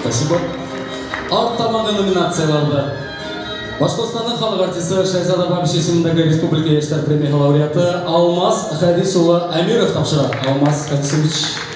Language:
Bashkir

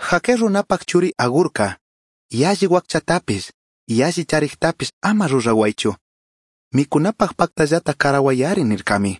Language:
Chimborazo Highland Quichua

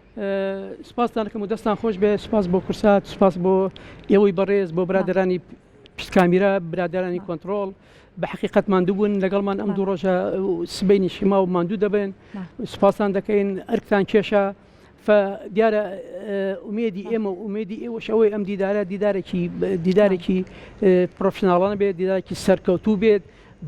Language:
Central Kurdish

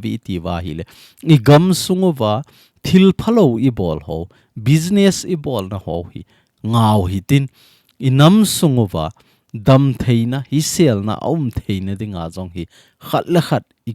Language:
Thado Chin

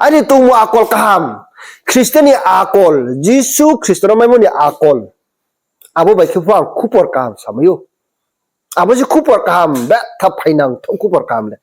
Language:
Riang (India)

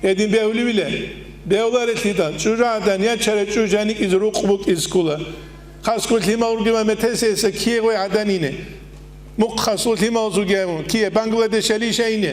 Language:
Avaric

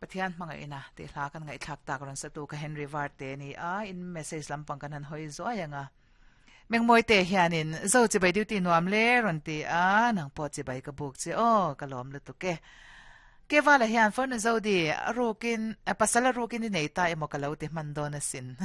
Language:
Mizo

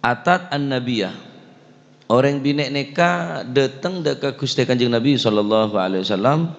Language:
Madurese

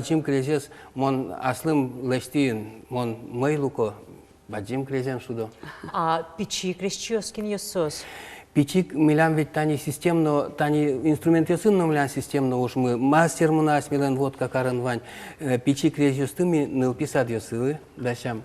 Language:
Udmurt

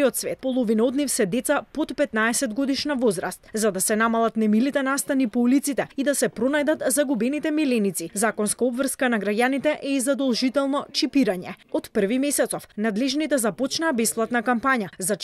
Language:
Macedonian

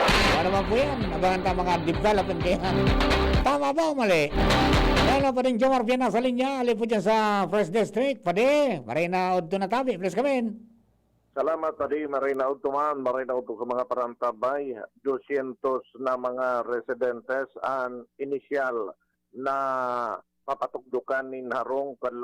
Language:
Bikol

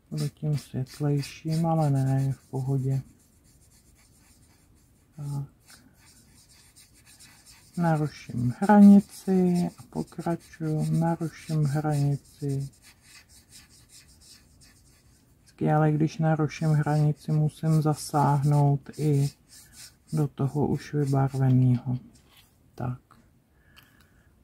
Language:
Czech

